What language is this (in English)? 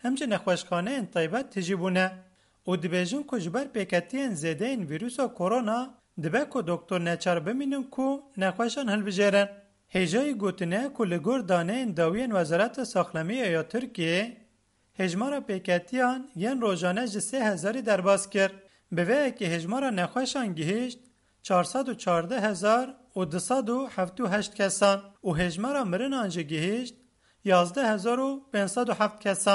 Kurdish